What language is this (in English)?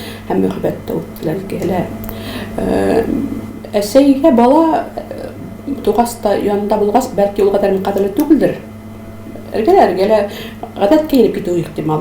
Tatar